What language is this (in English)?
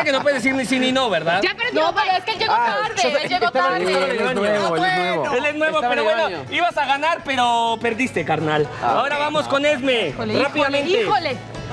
Spanish